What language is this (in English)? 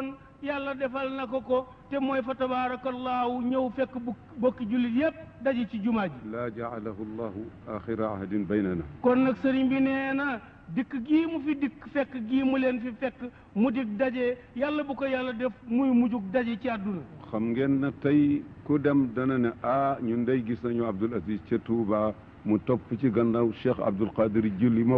Wolof